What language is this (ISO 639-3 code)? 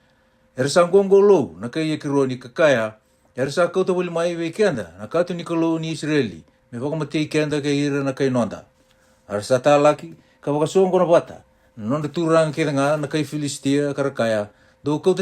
fij